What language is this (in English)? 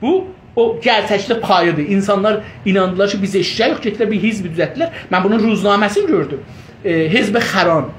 South Azerbaijani